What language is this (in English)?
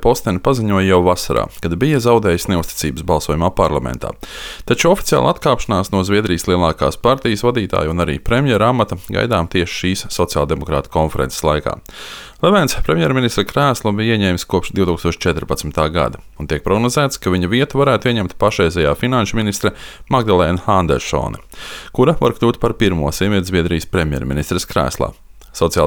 Latvian